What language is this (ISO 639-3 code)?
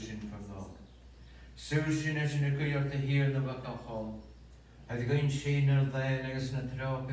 gla